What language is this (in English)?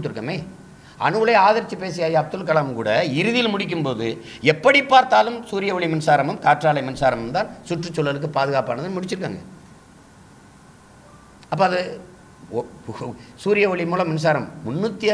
Tamil